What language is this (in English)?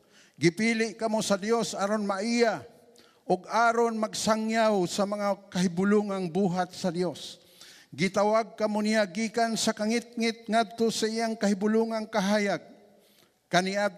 Cebuano